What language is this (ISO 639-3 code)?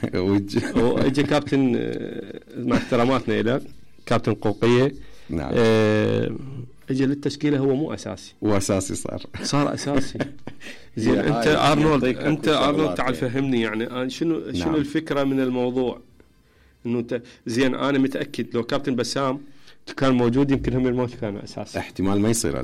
acm